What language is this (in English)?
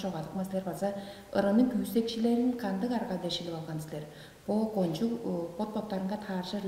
Tuvinian